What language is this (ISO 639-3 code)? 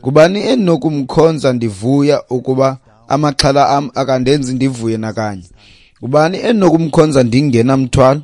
xho